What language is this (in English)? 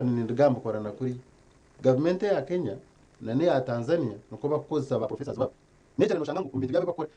Nyankole